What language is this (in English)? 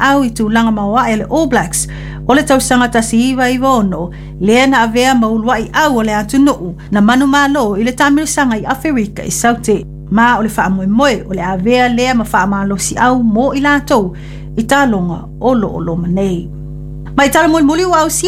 Samoan